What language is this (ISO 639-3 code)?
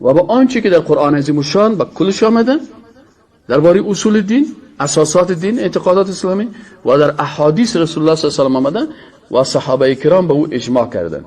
fas